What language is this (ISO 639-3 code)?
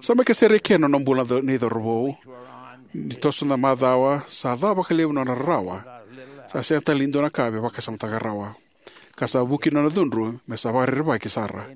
fij